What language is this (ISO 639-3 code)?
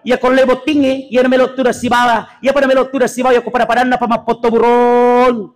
bug